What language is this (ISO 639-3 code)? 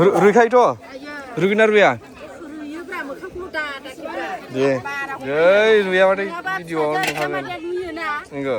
brx